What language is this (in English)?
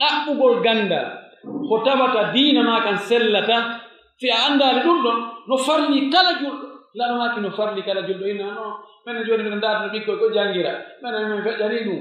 Pular